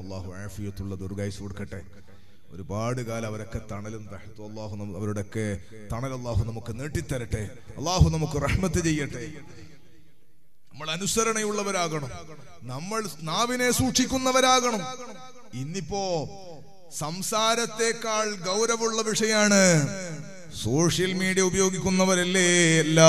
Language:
Malayalam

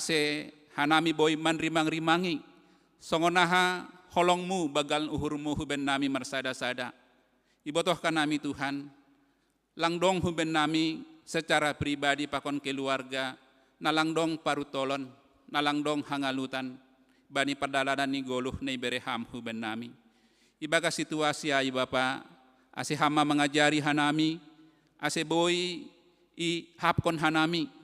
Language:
Batak Simalungun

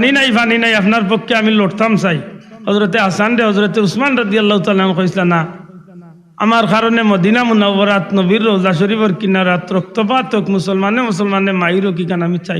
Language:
Sylheti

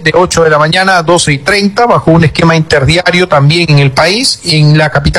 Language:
Spanish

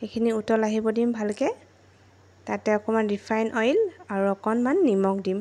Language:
Assamese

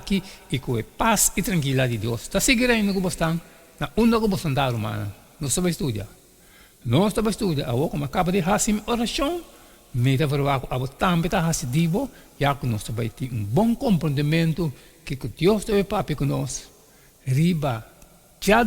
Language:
Papiamento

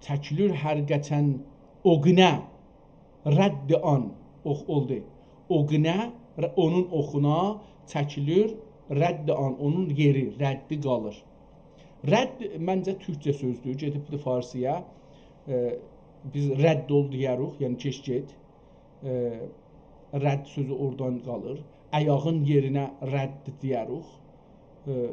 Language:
South Azerbaijani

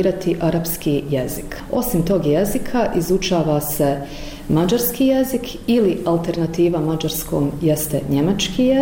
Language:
Bosnian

